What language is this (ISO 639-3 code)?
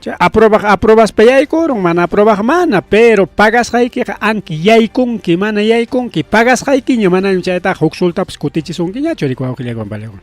quy